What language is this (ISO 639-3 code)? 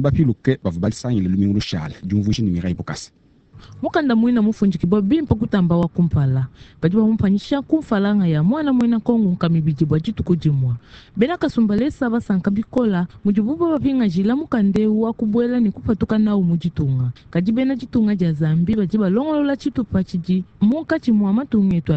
lua